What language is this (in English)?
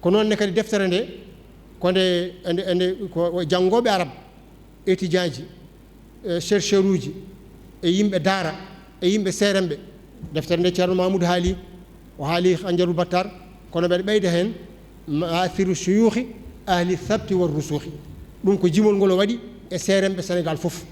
Fula